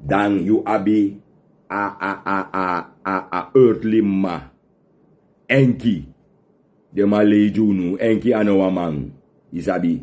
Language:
Sranan Tongo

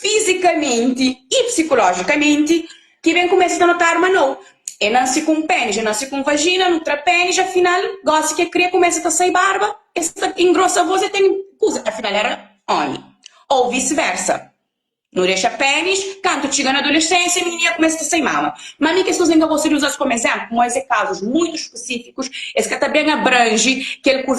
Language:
Kabuverdianu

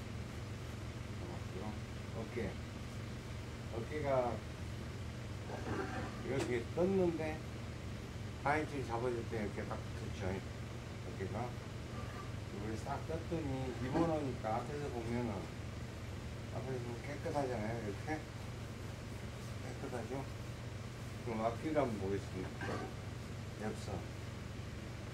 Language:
Korean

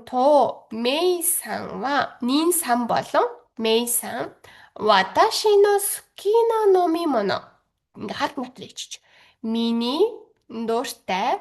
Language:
Mongolian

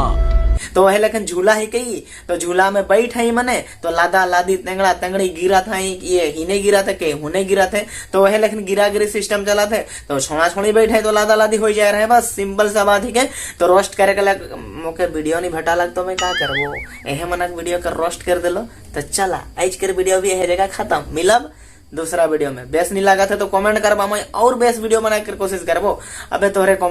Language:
Sadri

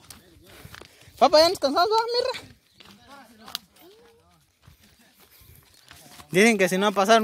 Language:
Spanish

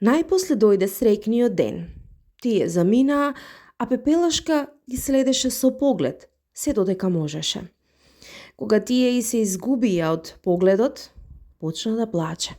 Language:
Macedonian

